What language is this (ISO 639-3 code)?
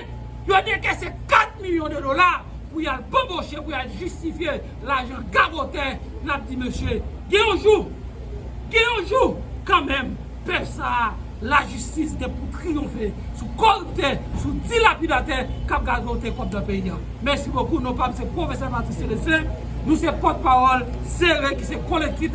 hat